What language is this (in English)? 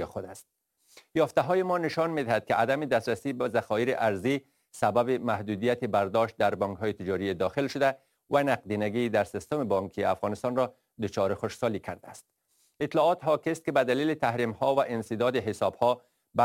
Persian